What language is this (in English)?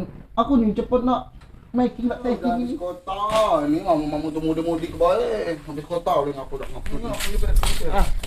Musi